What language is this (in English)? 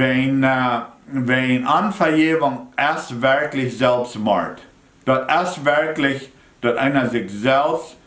Plautdietsch